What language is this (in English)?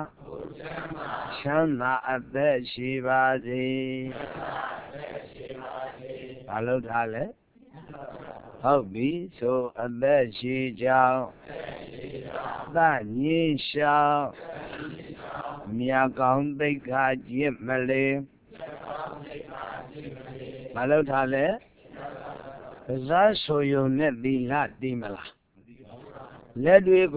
Burmese